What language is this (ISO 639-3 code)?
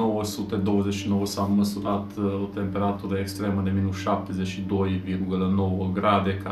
ron